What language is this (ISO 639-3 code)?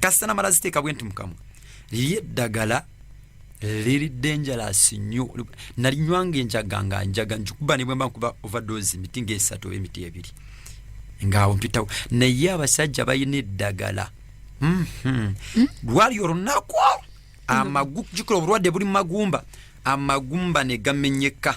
lug